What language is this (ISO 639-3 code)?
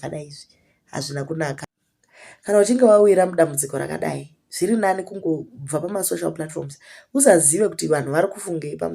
sna